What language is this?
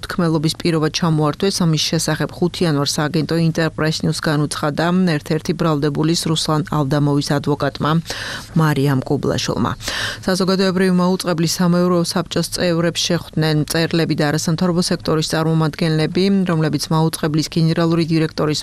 Georgian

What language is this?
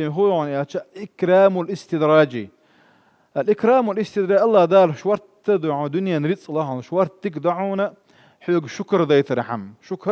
Chechen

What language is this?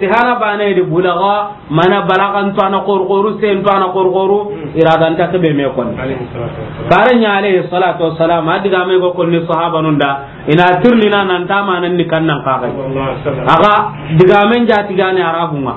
Soninke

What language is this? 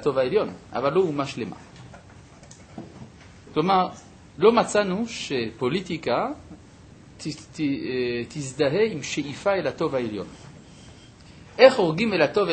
Hebrew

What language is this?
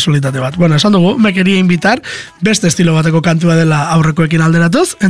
Basque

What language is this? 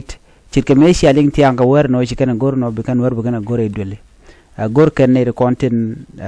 Nuer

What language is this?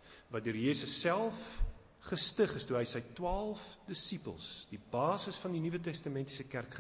Afrikaans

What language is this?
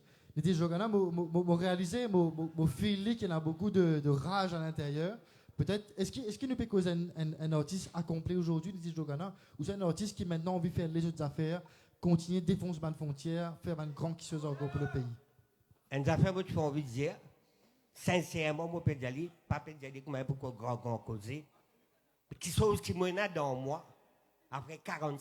Morisyen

